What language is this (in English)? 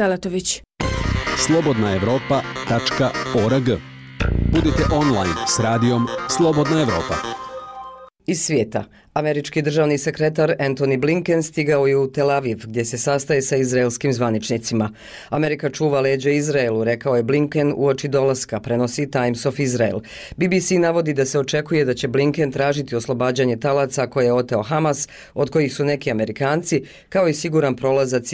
Bosnian